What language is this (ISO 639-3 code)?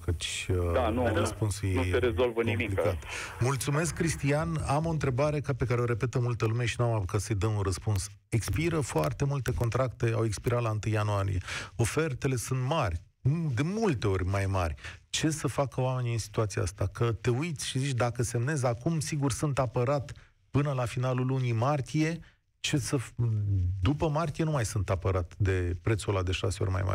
ron